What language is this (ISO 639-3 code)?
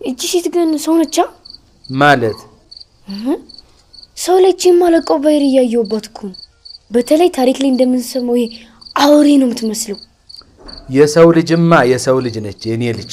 amh